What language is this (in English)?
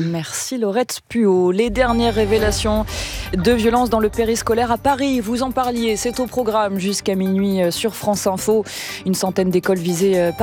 French